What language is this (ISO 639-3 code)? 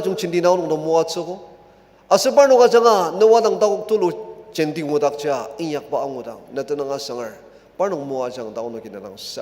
njo